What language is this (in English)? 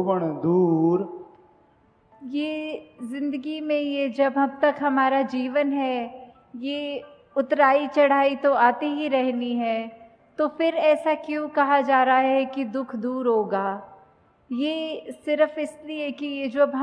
Hindi